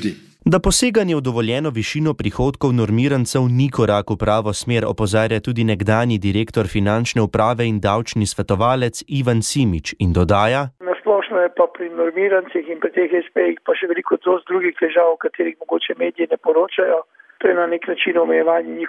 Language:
Slovenian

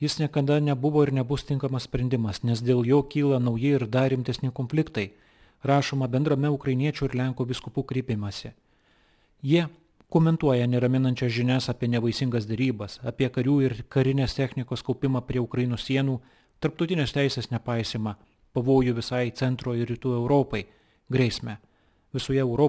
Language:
Lithuanian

